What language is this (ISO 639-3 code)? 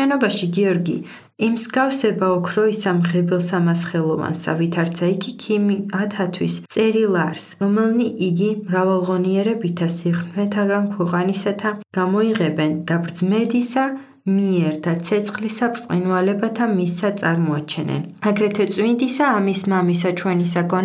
kat